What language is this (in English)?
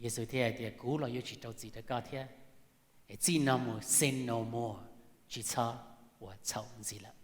Hmong